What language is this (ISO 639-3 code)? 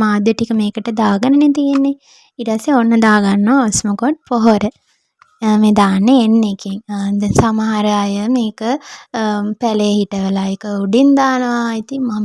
sin